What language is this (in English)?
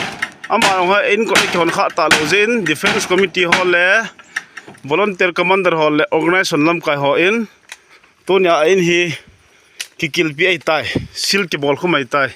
Thado Chin